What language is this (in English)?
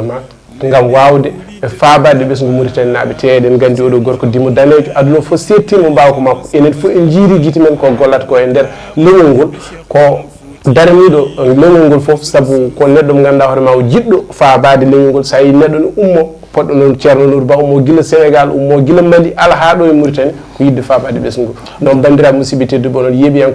Fula